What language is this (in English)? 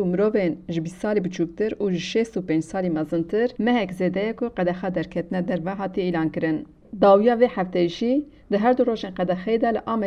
Kurdish